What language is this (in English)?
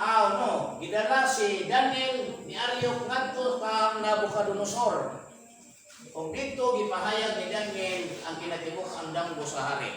Cebuano